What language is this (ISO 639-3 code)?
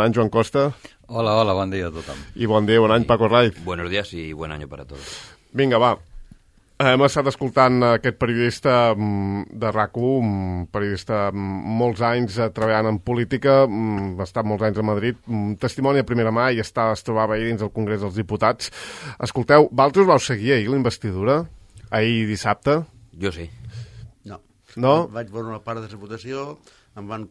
cat